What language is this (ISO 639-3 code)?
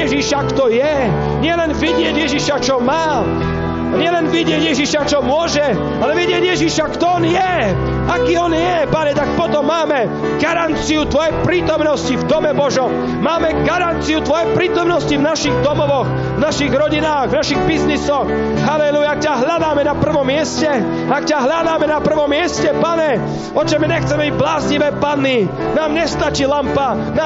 slk